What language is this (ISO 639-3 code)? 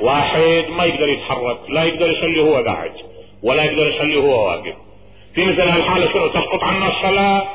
acm